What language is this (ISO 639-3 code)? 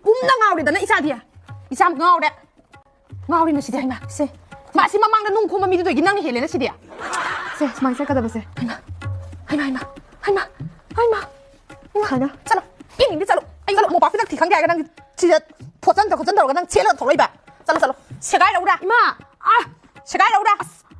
mni